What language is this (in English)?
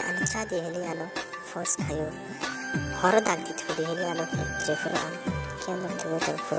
Kok Borok